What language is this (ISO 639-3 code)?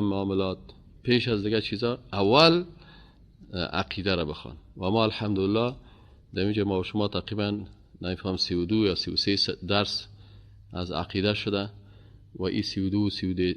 fas